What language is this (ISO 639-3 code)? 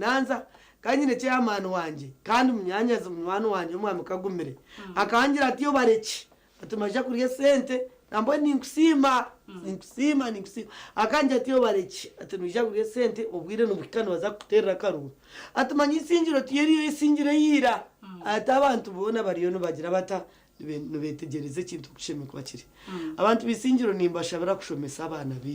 nyn